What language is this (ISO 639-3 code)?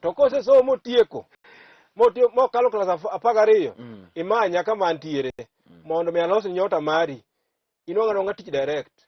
luo